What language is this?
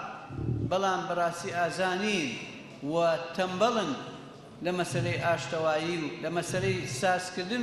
Central Kurdish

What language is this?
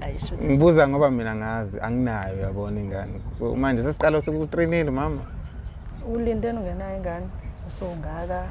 Zulu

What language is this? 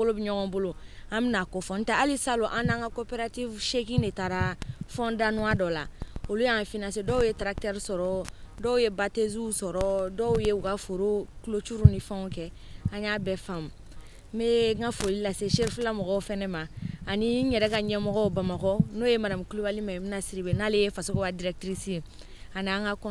Bambara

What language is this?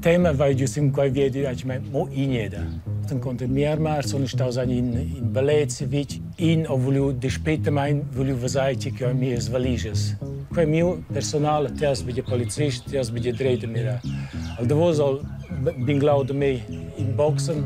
Romansh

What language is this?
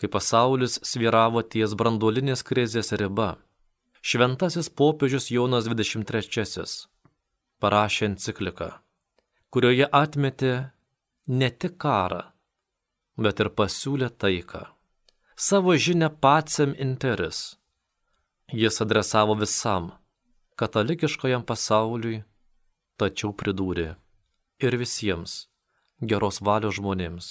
Lithuanian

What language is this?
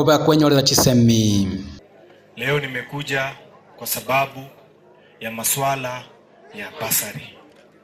Gusii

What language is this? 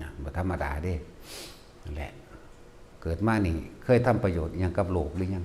Northeastern Thai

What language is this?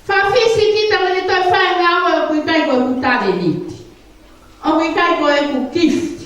Tongan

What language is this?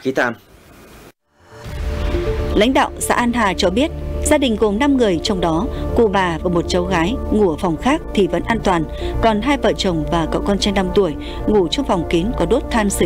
Vietnamese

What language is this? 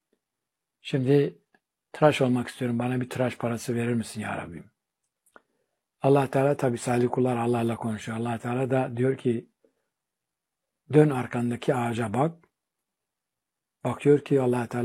Turkish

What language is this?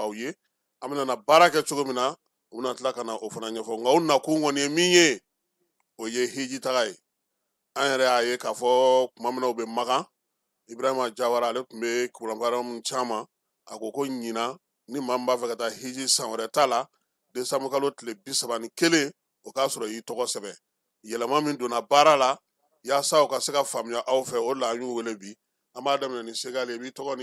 Bambara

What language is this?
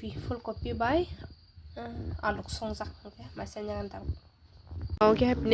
Kok Borok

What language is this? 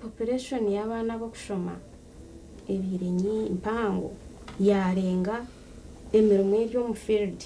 Nyankole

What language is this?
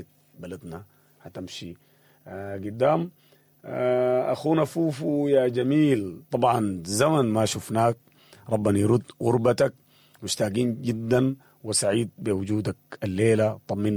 Sudanese Arabic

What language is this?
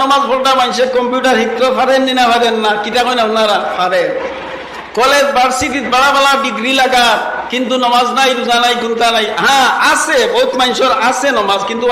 Sylheti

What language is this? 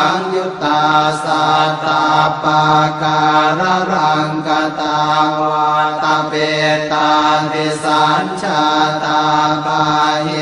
Pali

